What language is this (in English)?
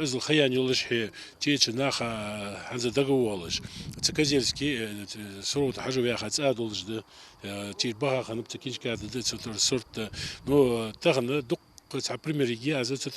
Ingush